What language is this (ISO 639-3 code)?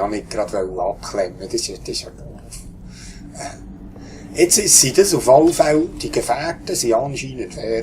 gsw